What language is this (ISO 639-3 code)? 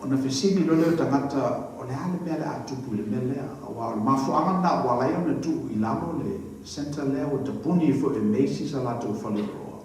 smo